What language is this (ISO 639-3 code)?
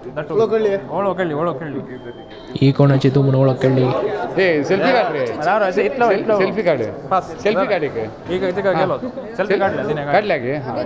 kok